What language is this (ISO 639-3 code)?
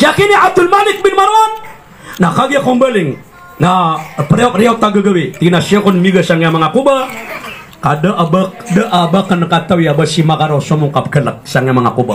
mrw